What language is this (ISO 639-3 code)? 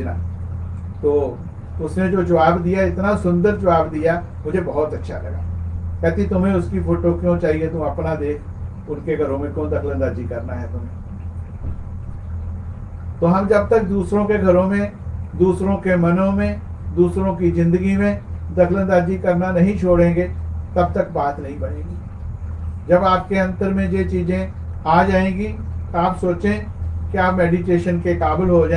hin